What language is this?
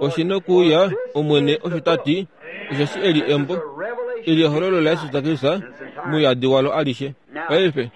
Kuanyama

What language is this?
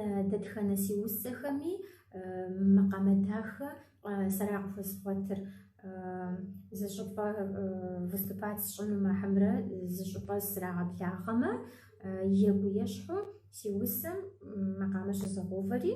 Kabardian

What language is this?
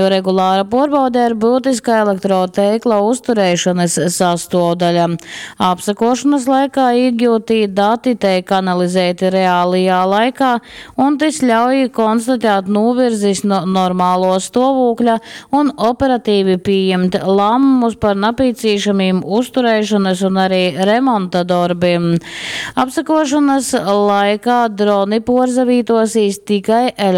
Latgalian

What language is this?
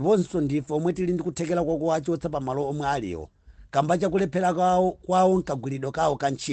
Nyanja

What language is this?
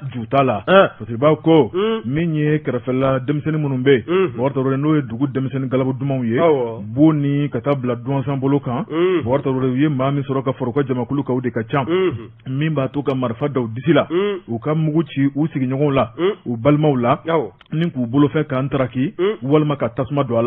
Bambara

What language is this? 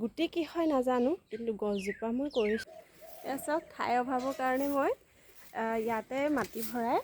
Assamese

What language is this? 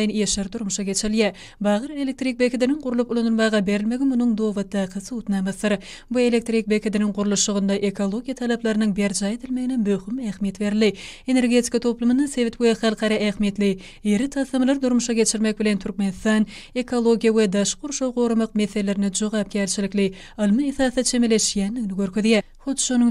Turkmen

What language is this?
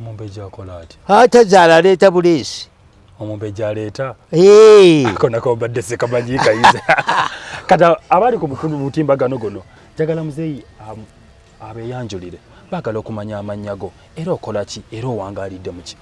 Ganda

